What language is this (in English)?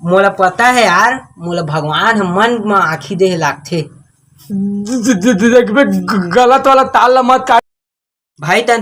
Chhattisgarhi